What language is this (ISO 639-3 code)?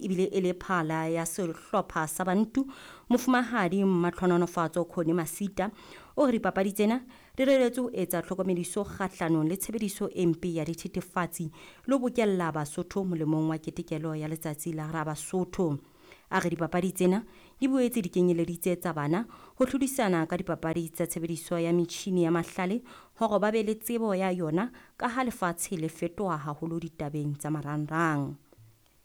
sot